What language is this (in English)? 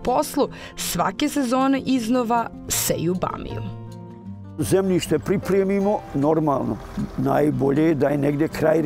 Bosnian